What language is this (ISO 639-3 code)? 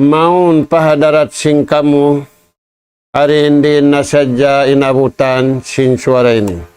tsg